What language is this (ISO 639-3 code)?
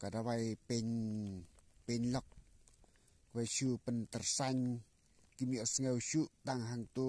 kha